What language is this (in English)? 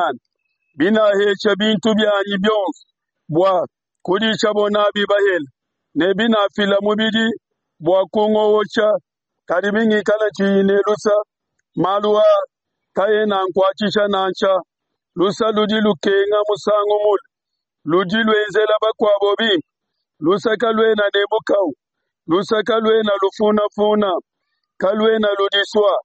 Luba-Lulua